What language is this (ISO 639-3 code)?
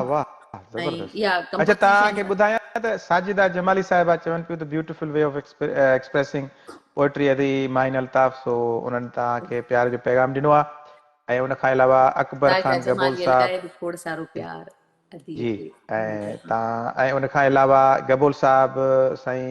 snd